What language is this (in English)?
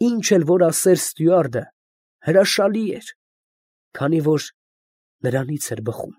Armenian